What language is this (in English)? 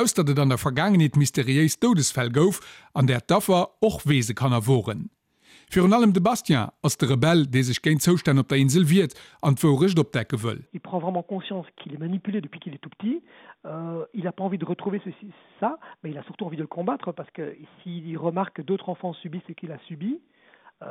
Luxembourgish